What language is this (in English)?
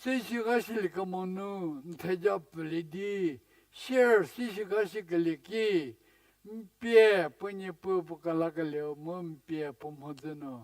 Angami Naga